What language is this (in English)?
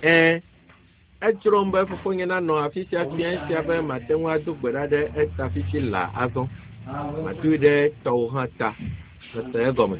Ewe